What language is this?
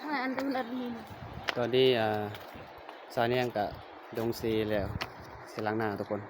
Lao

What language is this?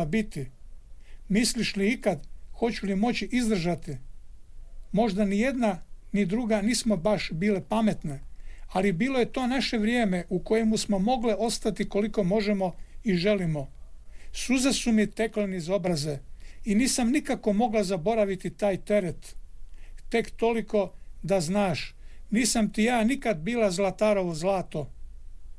Croatian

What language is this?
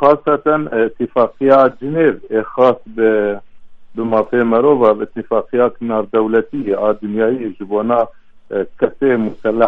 Kurdish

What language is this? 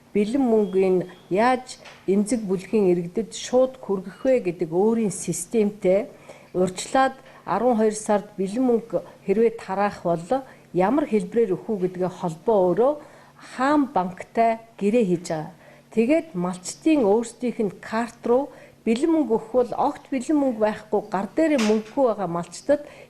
Mongolian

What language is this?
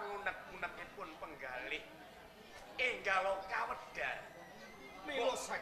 Javanese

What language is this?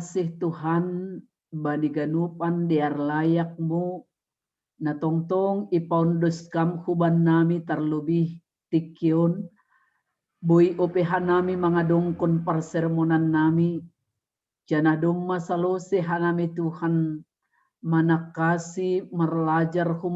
Batak Simalungun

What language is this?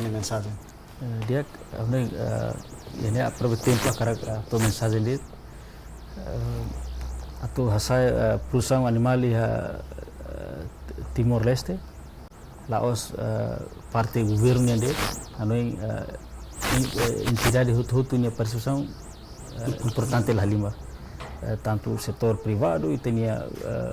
Tetum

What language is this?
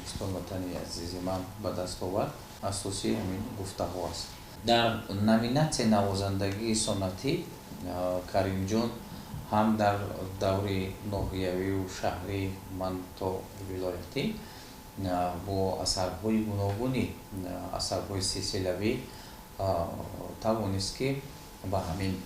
Tajik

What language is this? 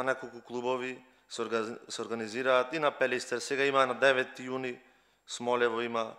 Macedonian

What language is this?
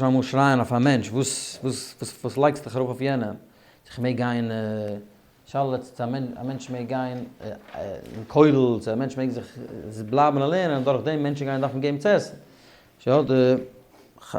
Yiddish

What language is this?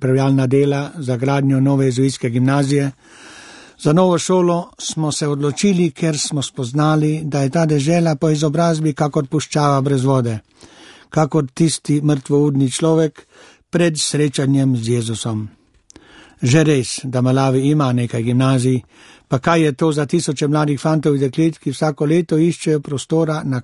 Slovenian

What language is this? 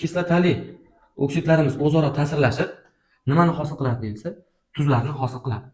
Uzbek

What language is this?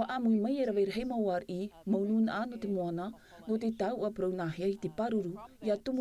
Tahitian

